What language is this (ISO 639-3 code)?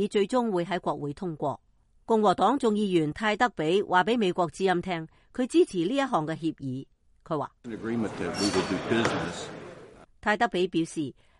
yue